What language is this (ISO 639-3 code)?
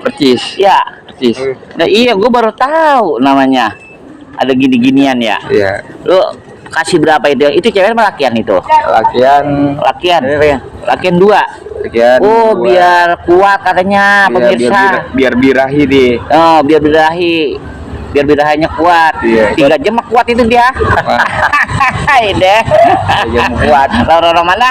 bew